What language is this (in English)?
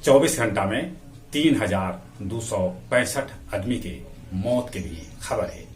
Magahi